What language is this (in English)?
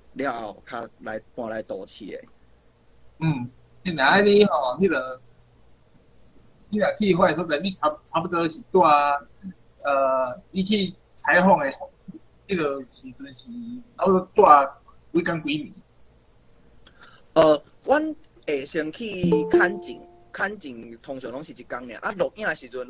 Min Nan Chinese